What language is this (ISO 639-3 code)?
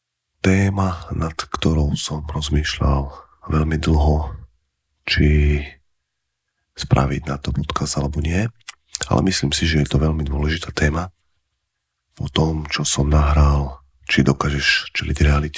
slk